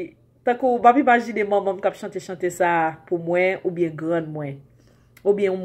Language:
Haitian Creole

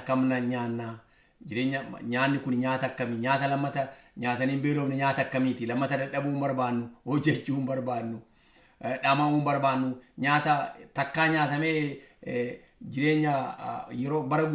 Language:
Oromo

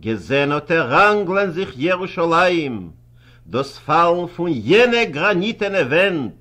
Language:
Yiddish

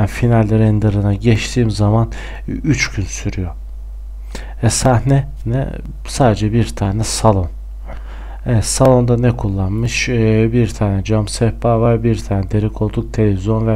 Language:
Turkish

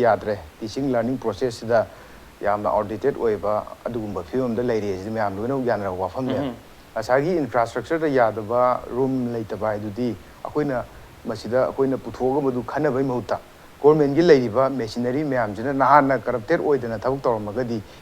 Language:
Manipuri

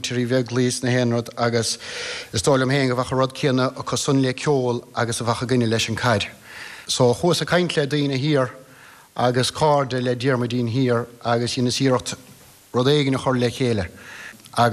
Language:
Irish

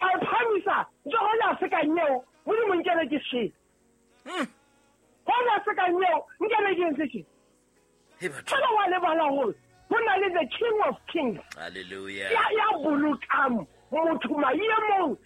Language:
Southern Sotho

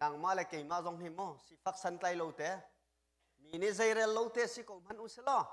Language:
Hakha Chin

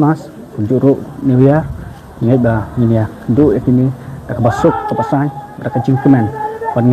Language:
Khasi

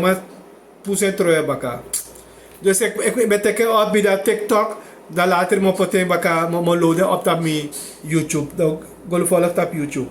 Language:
Sranan Tongo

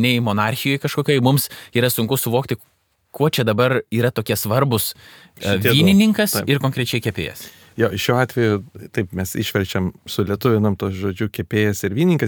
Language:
Lithuanian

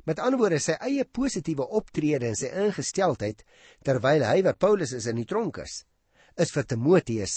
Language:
Afrikaans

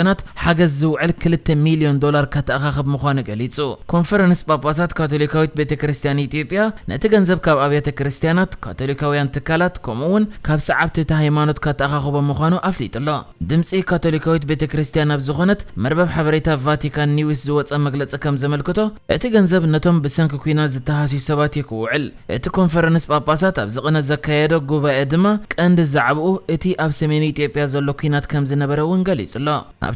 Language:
Tigrinya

